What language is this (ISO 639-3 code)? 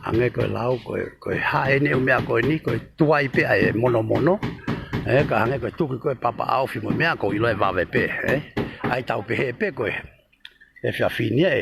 ton